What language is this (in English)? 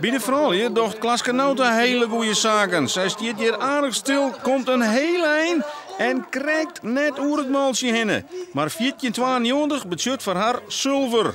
Western Frisian